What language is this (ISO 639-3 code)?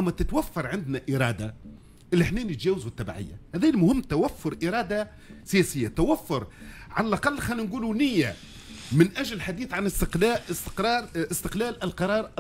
aeb